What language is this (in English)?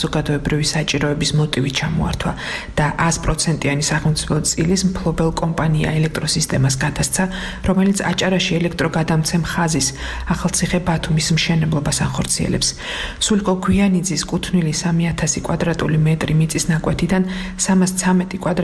Georgian